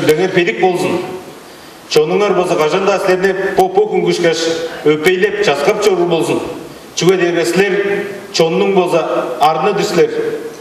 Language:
Tuvinian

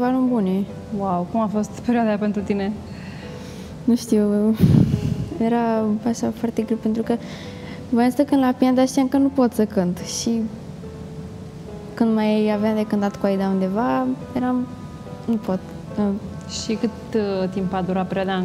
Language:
Romanian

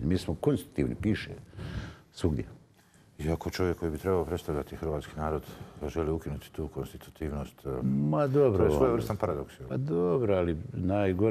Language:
Bosnian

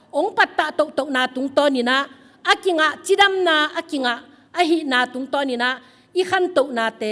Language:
Tedim Chin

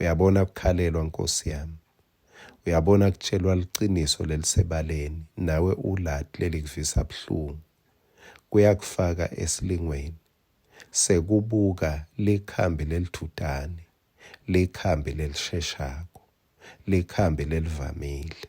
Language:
Swati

